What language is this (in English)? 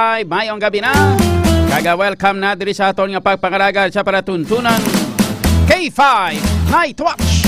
Hiligaynon